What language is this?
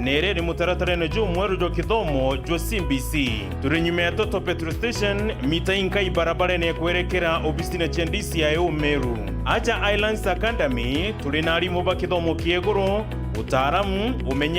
Meru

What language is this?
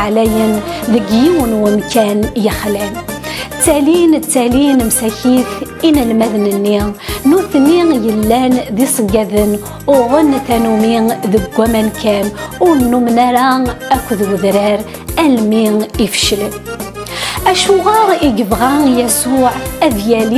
Kabyle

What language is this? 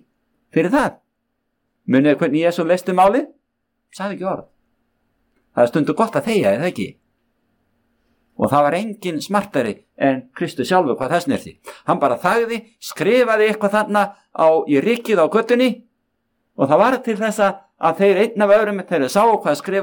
Icelandic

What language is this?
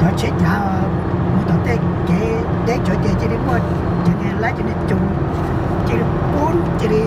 Hmong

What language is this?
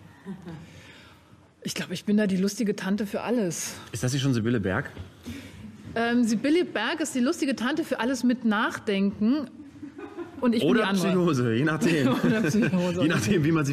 German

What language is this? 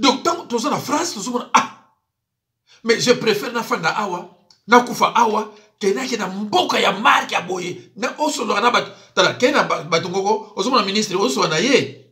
Lingala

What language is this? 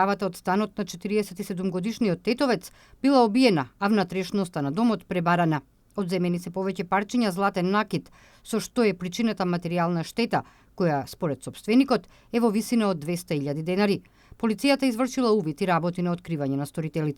Macedonian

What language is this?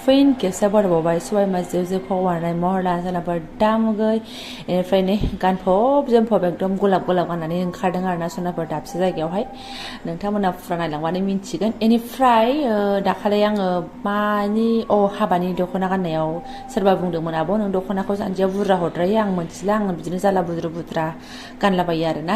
Bodo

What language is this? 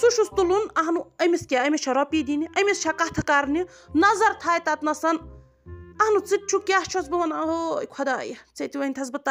Kashmiri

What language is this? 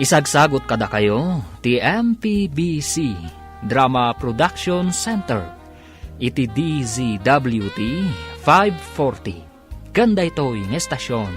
Iloko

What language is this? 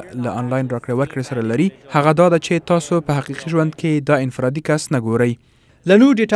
Pashto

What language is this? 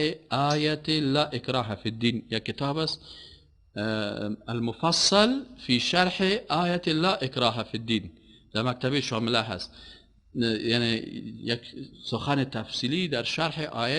Persian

